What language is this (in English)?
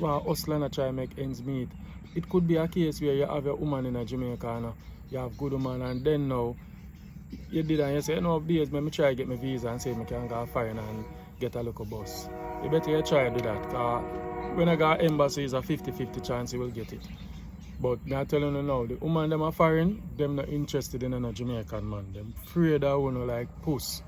Jamaican Creole English